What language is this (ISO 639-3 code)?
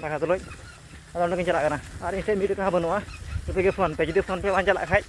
sat